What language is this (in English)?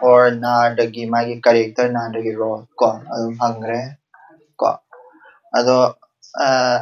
Manipuri